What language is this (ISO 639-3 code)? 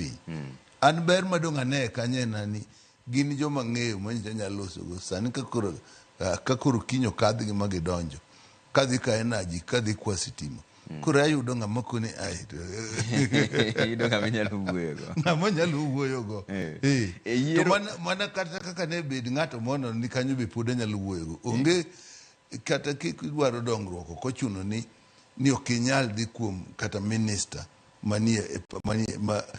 luo